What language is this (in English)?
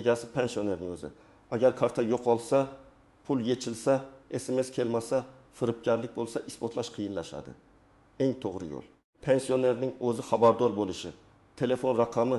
Uzbek